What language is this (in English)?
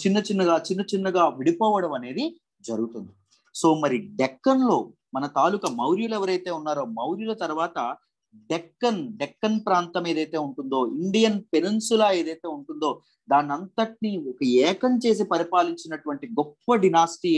Telugu